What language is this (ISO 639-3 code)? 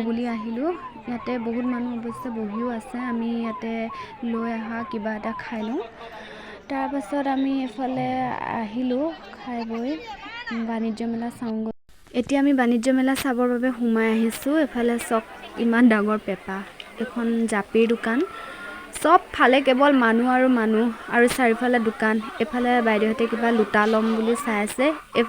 asm